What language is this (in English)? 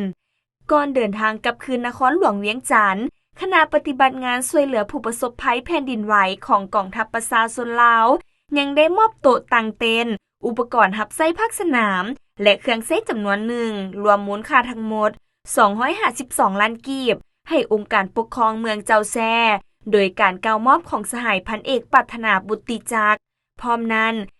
Lao